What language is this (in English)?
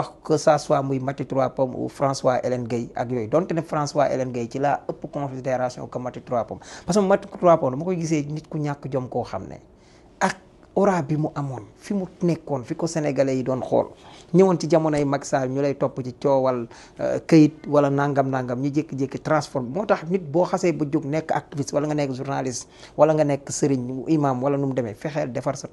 Wolof